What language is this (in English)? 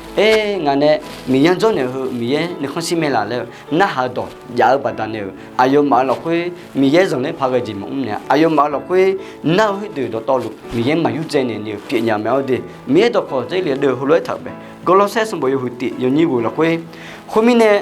Akha